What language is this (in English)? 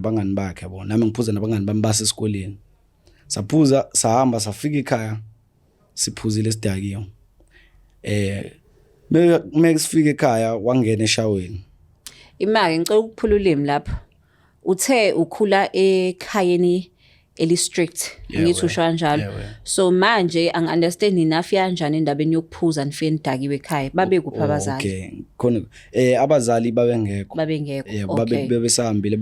Zulu